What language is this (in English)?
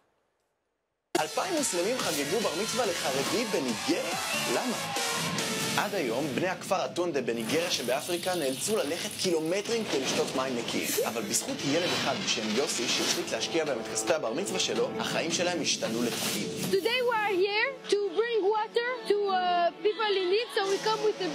Hebrew